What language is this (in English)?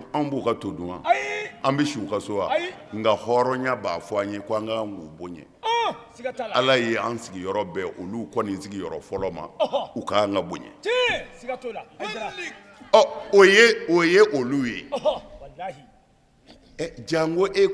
Bambara